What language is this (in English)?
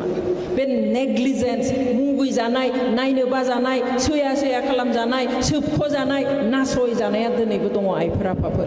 Bodo